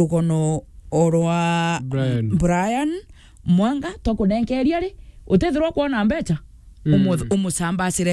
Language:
Meru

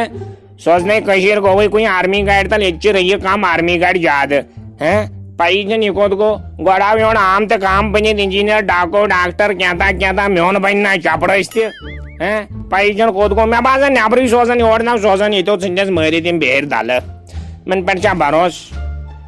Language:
Kashmiri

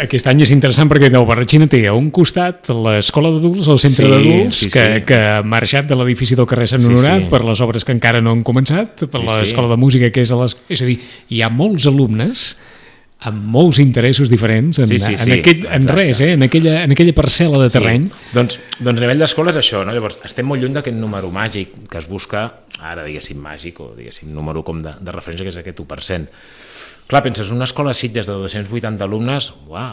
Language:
Catalan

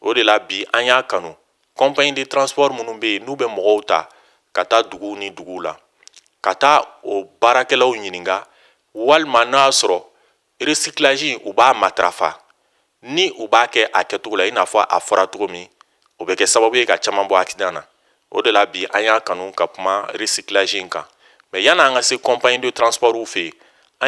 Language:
Bambara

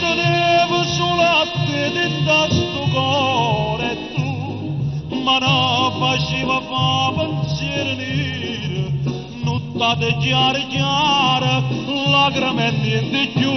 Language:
Neapolitan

